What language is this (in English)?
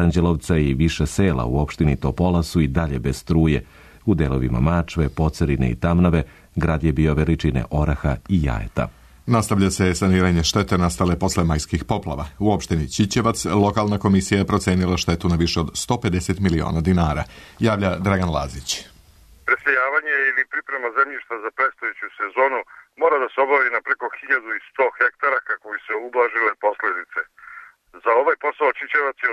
Serbian